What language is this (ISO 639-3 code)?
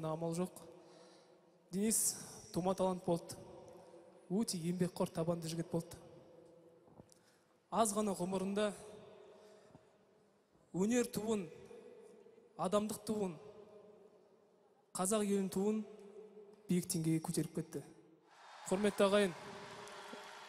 kaz